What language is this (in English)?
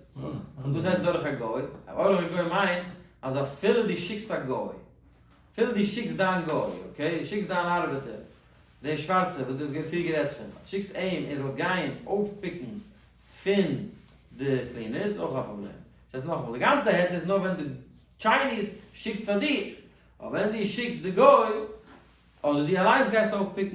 Yiddish